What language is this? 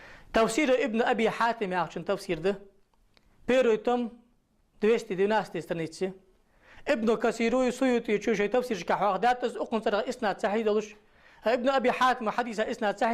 Ingush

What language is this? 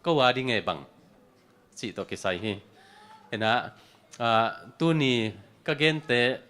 Tedim Chin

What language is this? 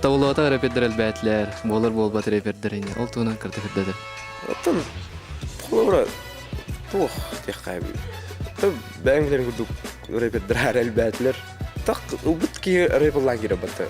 Yakut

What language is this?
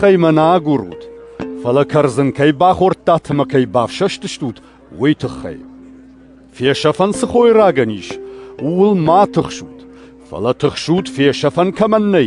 Ossetic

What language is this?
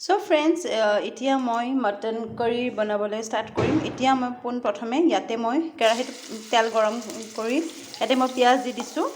Assamese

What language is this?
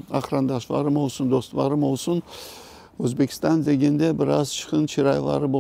Crimean Tatar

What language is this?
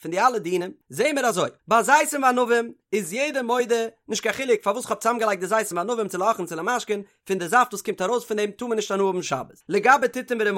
Yiddish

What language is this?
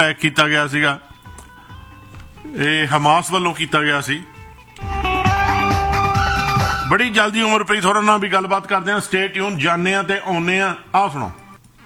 Punjabi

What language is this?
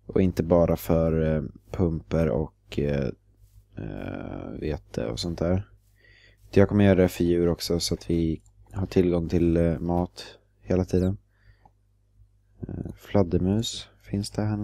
Swedish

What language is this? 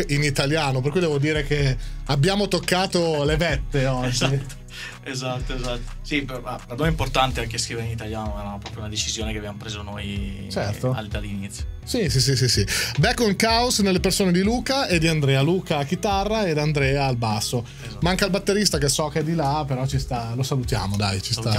Italian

